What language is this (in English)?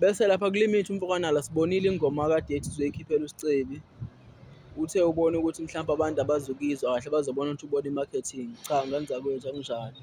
Zulu